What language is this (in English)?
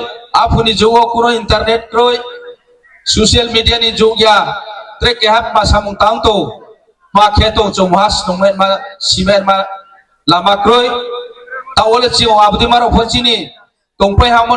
Riang (India)